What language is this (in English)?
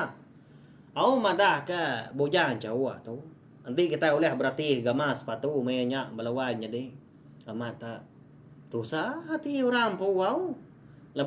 Iban